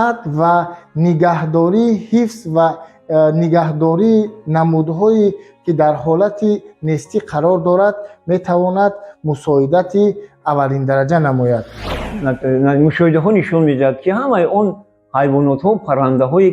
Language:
Tajik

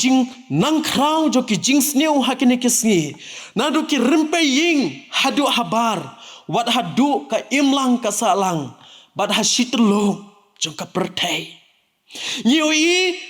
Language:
Khasi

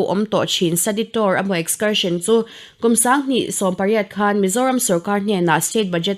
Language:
Mizo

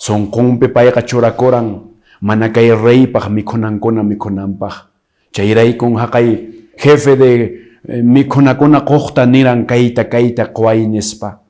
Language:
Quechua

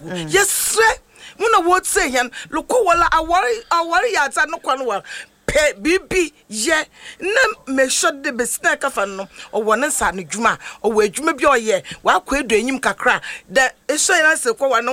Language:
Akan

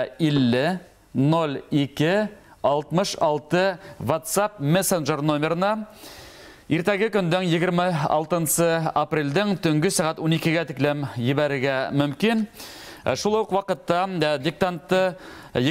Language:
Bashkir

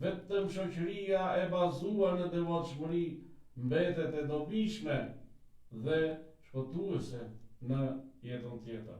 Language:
Albanian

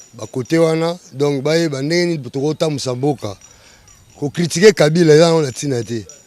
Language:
Lingala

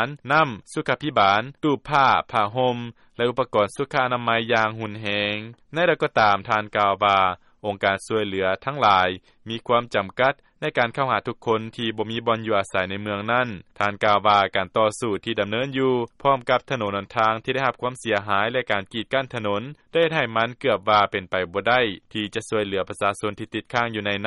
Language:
Lao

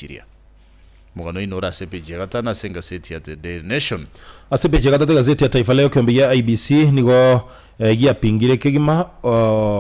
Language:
Gusii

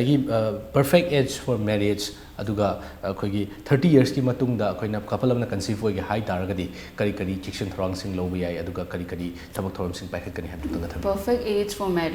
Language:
Manipuri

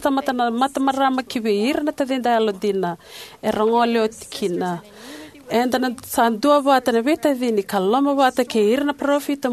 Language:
Fijian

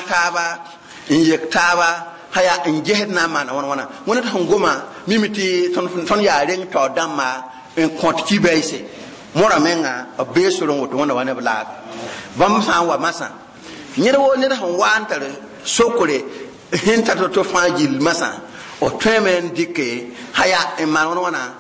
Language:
Mossi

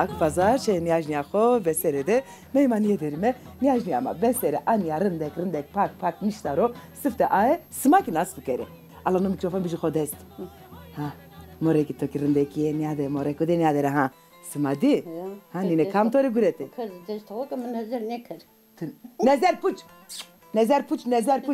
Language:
Zaza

